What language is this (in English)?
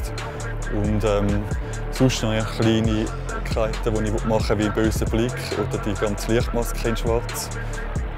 Swiss German